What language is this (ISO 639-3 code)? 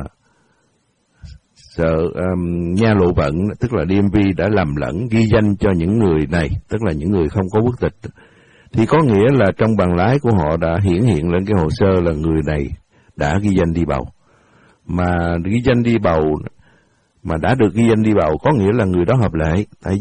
vie